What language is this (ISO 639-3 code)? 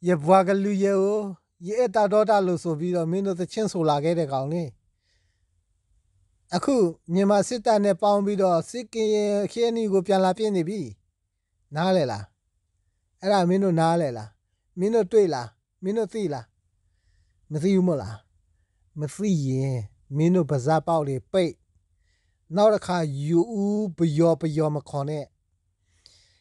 mya